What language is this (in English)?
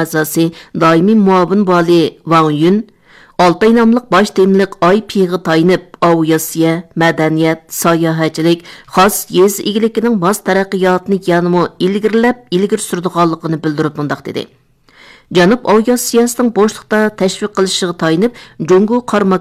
Uyghur